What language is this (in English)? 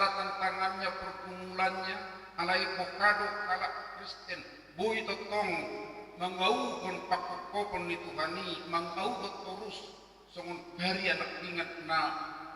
Batak Toba